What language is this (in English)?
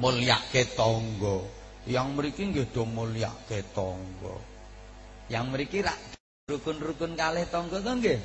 Javanese